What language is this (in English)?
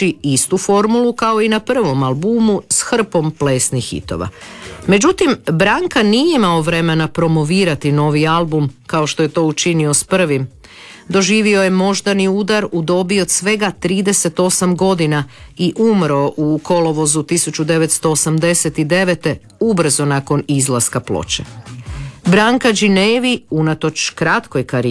Croatian